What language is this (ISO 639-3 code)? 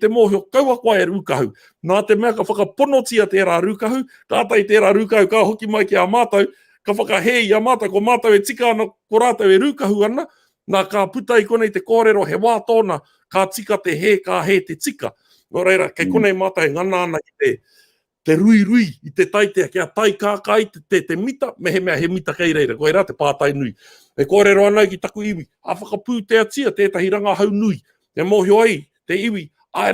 mri